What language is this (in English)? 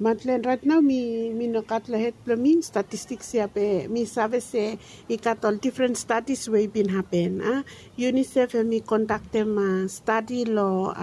Bislama